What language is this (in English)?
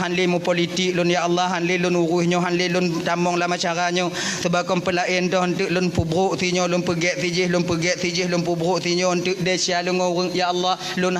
Achinese